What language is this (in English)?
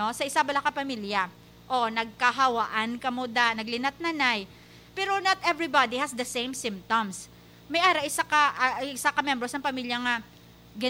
Hiligaynon